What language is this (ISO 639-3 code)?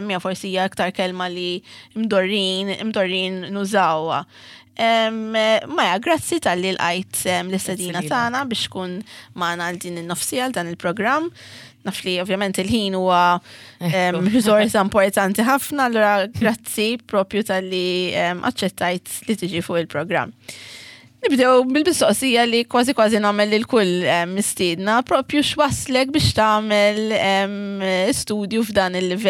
mlt